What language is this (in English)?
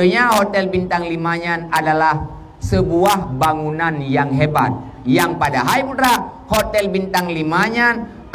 Achinese